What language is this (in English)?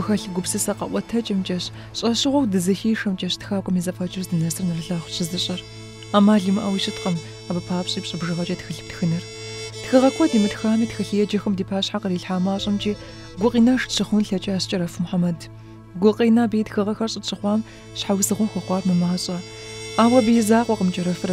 Kabardian